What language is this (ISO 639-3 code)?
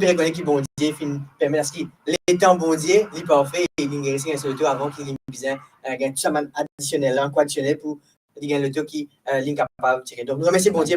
mfe